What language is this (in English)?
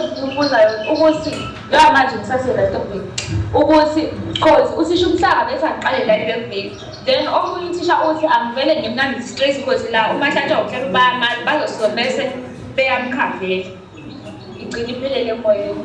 Zulu